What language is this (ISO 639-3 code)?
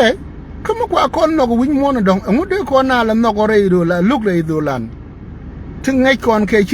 nus